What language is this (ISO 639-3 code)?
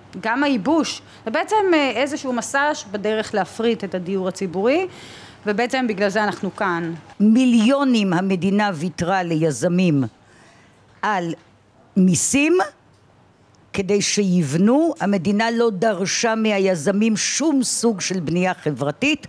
heb